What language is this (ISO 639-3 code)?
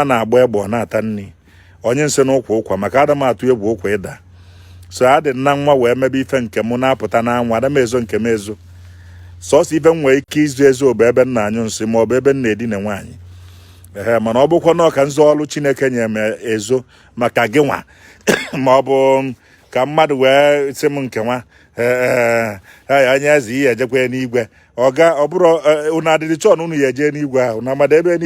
ibo